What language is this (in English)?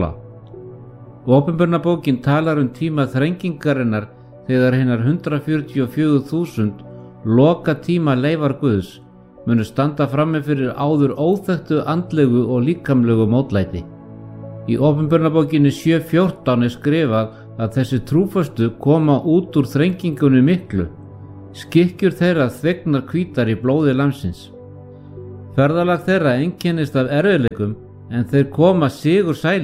Icelandic